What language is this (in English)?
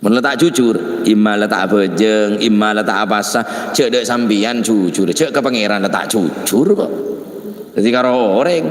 Madurese